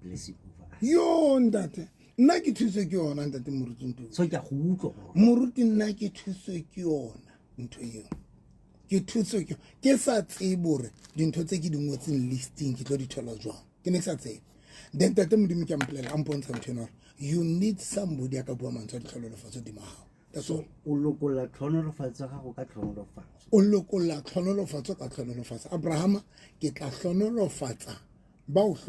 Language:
Southern Sotho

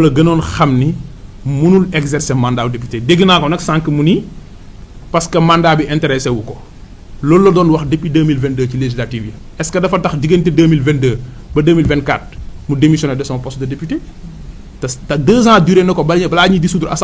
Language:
Wolof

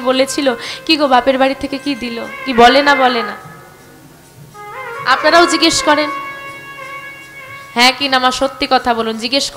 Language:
Bangla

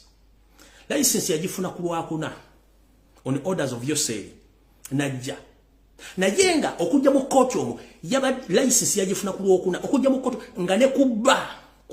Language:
Ganda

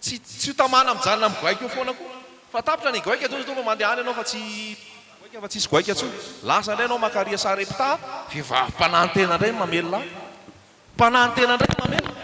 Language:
Malagasy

